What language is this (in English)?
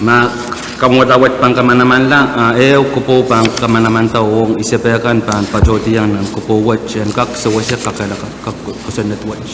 Pohnpeian